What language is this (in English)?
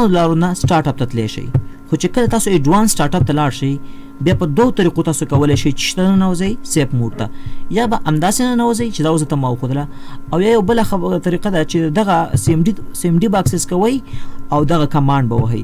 Pashto